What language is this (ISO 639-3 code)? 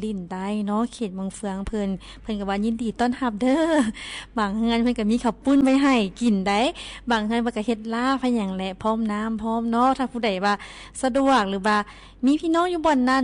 lao